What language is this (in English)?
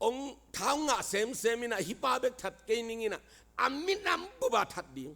Tedim Chin